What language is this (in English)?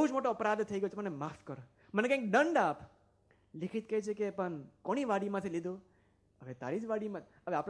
Gujarati